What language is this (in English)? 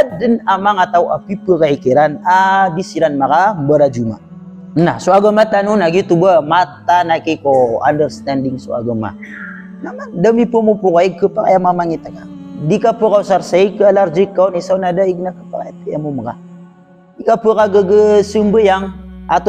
Maranao